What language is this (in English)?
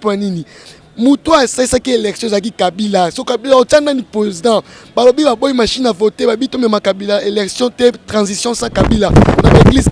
Lingala